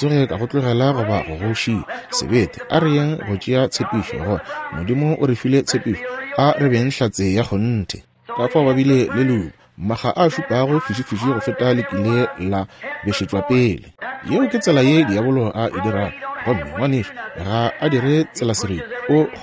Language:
Northern Sotho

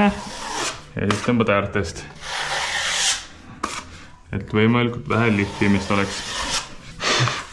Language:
Estonian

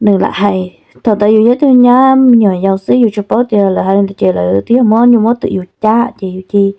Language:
Hmong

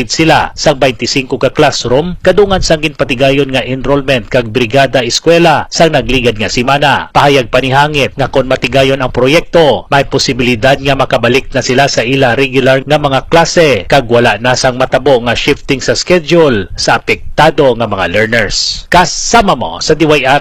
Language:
Hiligaynon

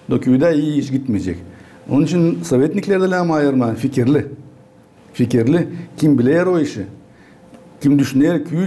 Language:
Gagauz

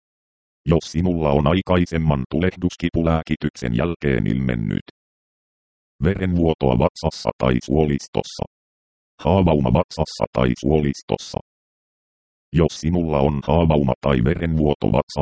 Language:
Finnish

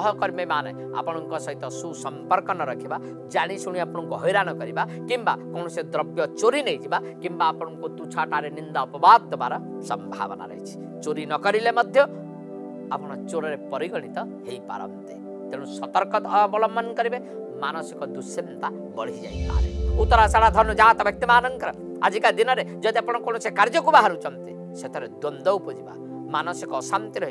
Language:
Odia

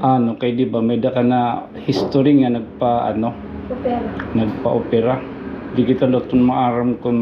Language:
Waray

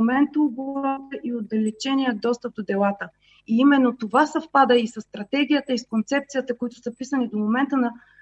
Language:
Bulgarian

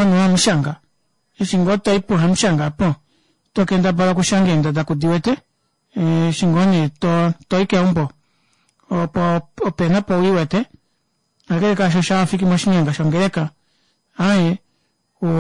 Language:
Kuanyama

